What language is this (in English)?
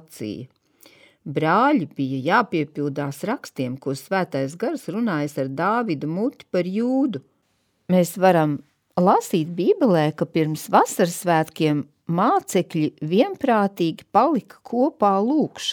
Latvian